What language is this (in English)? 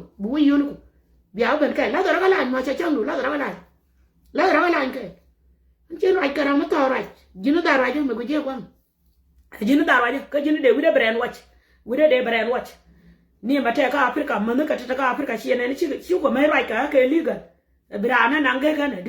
Nuer